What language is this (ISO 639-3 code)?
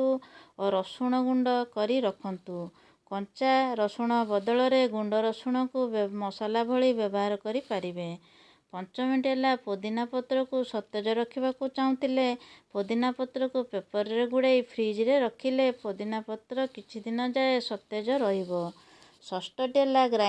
ori